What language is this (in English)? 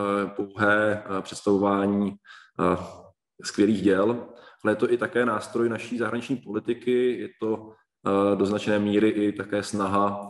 Czech